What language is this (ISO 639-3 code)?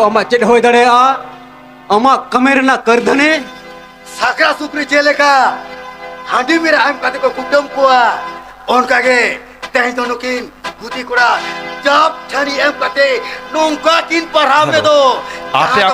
sat